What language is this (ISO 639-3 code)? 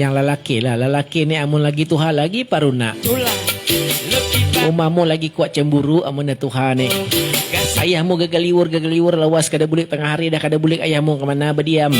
bjn